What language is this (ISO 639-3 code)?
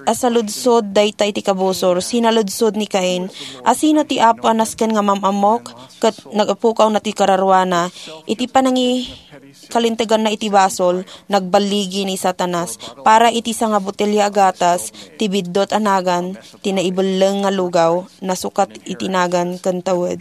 ilo